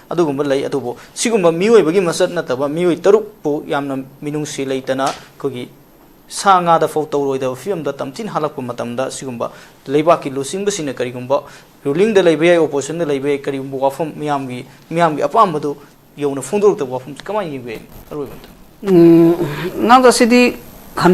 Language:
Manipuri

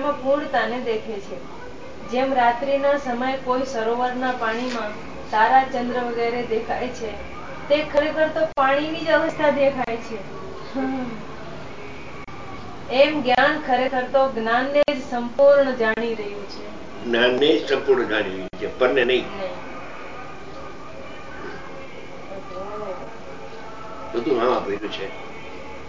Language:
Gujarati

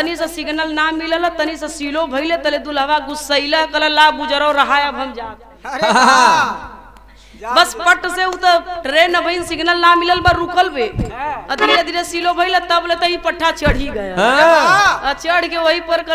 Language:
Bhojpuri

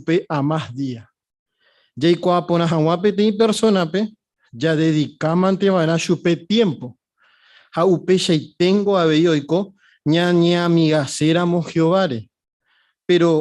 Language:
Guarani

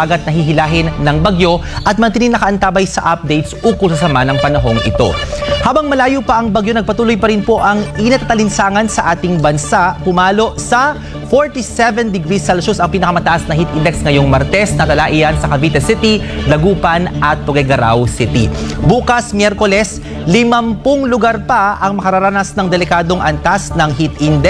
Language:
Filipino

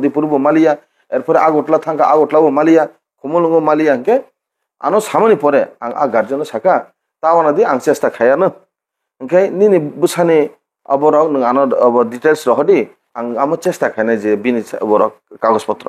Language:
Kok Borok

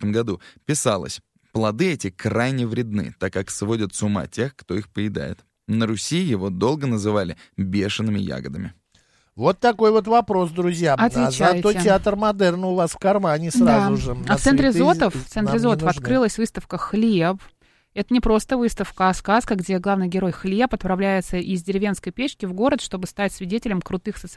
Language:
Russian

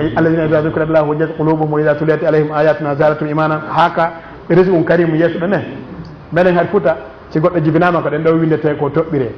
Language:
Fula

